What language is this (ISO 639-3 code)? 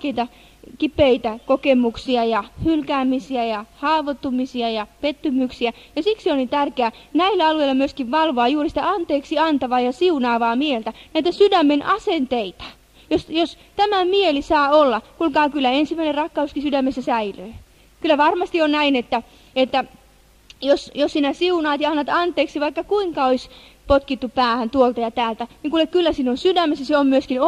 fin